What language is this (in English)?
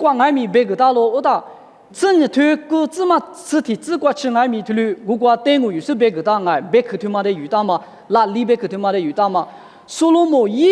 Lisu